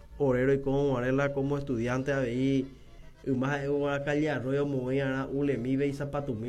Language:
Guarani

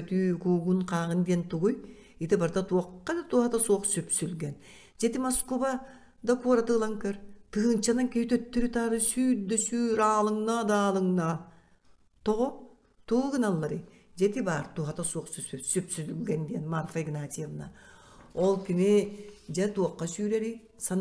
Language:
Yakut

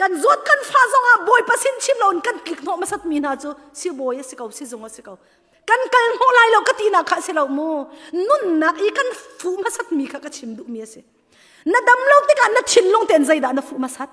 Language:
Hakha Chin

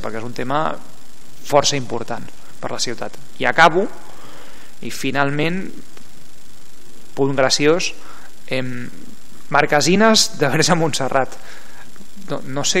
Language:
Catalan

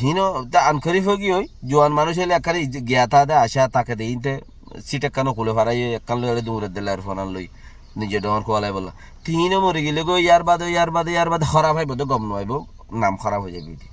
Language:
Rohingya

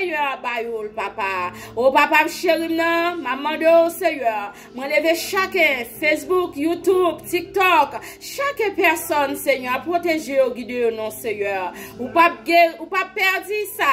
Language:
Haitian Creole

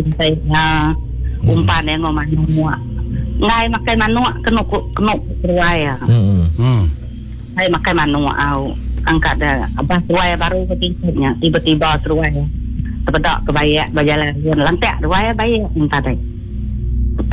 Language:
Iban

